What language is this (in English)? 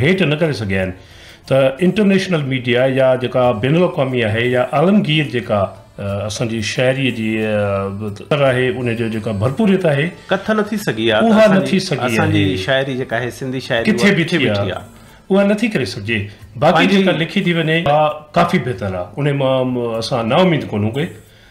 Sindhi